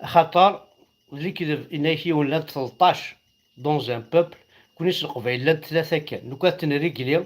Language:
Kabyle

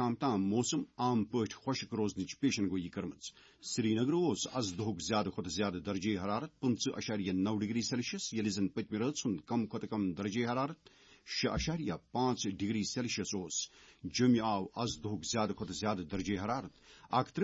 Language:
Kashmiri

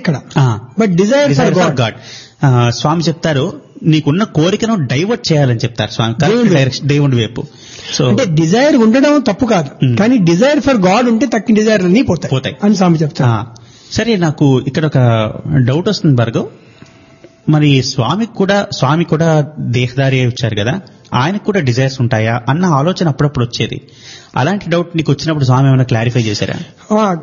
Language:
Telugu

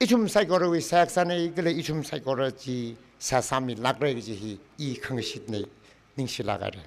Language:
Tangkhul Naga (India)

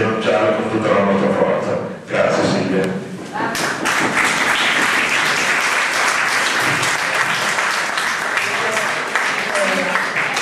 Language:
Italian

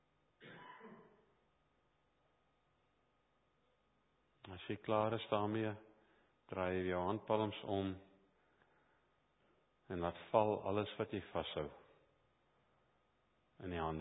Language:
Afrikaans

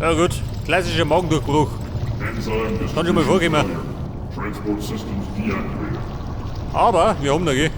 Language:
Bavarian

